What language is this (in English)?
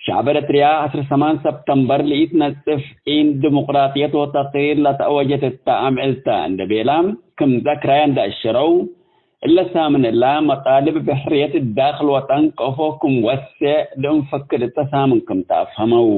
Tigre